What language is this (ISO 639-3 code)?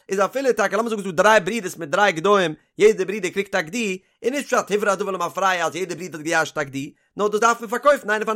yid